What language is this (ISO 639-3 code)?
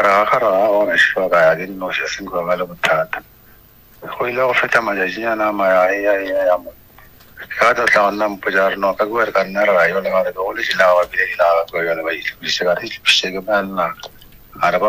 nso